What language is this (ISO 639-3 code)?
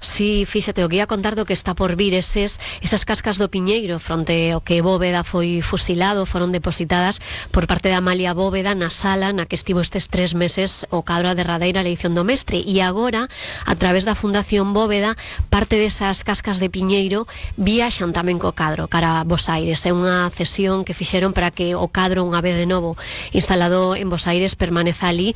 glg